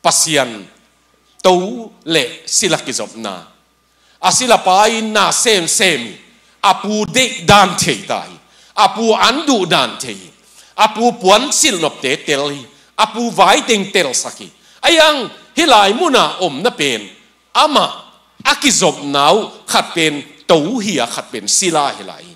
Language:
Tedim Chin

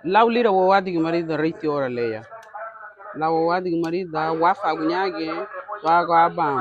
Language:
Garifuna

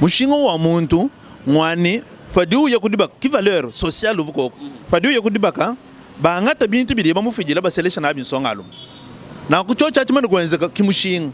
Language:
Luba-Lulua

